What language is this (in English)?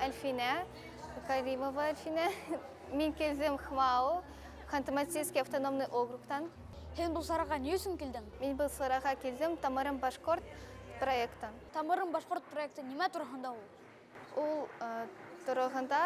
Bashkir